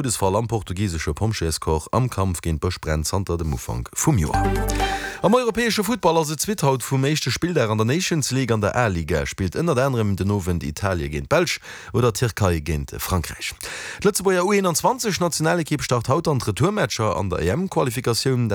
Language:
Luxembourgish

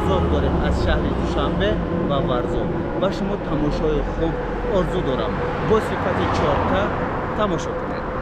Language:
Tajik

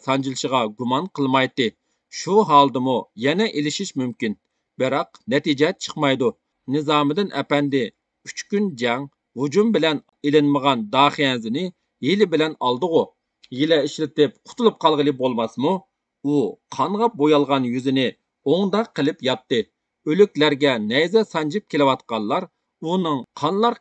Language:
Uyghur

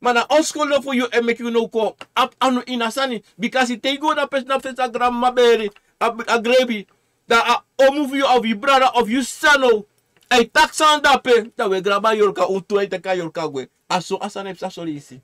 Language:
Sranan Tongo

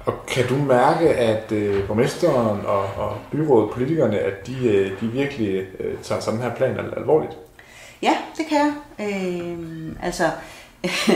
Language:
Danish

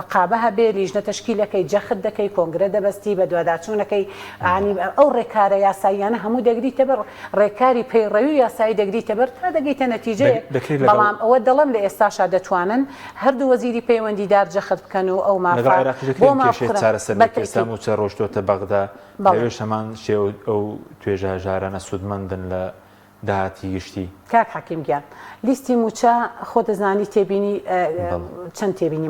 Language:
Central Kurdish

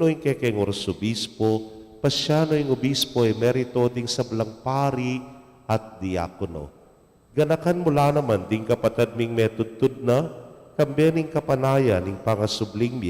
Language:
Pampanga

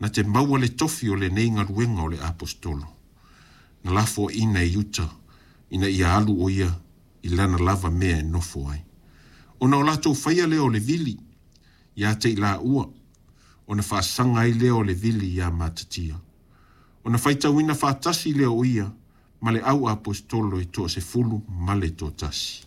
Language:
Samoan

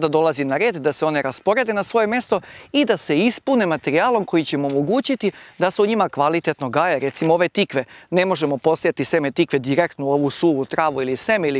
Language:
Serbian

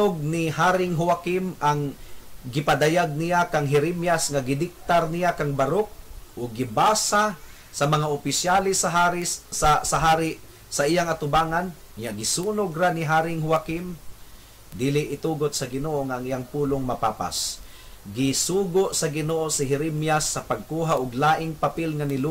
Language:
Cebuano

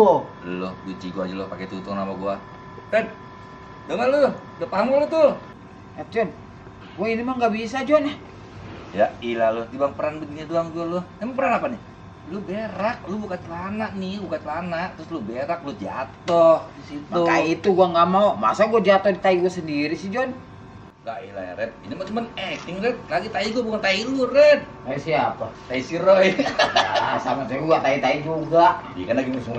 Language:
Betawi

